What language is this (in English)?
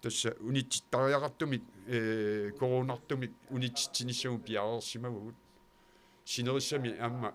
Kalaallisut